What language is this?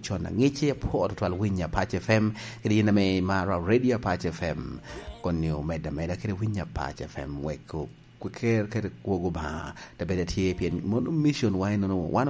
Lango (Uganda)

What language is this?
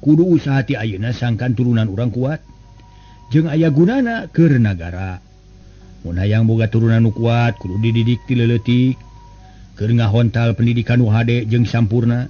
Sundanese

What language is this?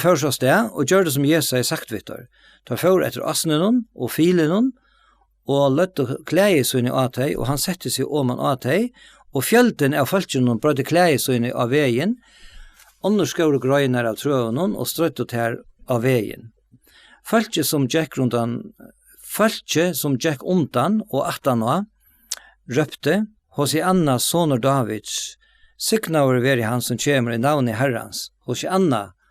Faroese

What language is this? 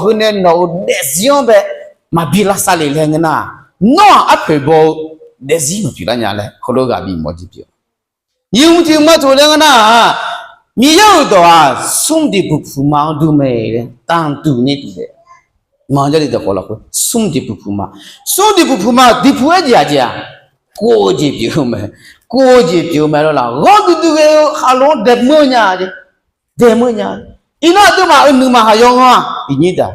Akha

